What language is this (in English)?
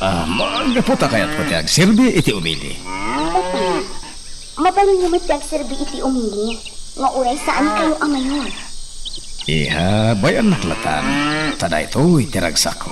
Iloko